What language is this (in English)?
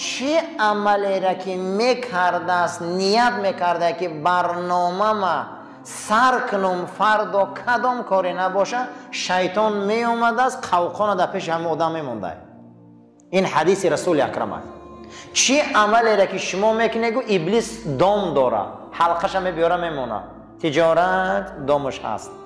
Tajik